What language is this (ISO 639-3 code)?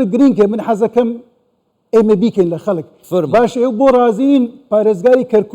ckb